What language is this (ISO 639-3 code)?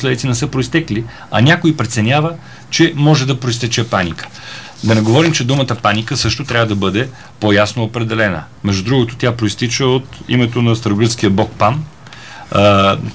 bul